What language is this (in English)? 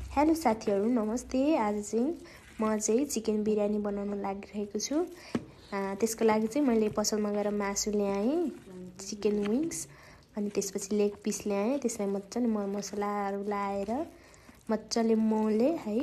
Nepali